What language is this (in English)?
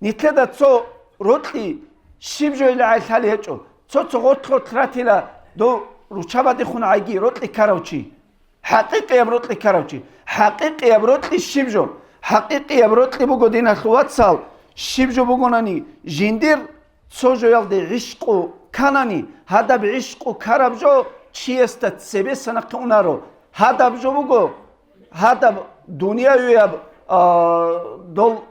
Avaric